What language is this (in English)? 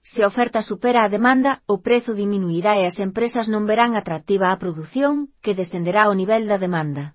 Galician